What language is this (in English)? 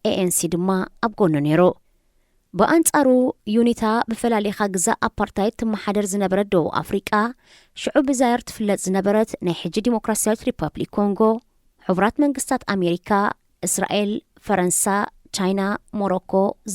Tigrinya